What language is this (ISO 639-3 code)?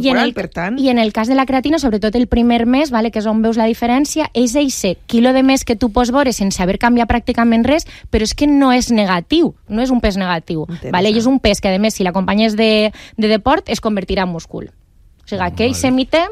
cat